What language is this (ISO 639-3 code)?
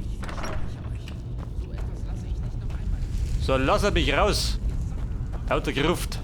bar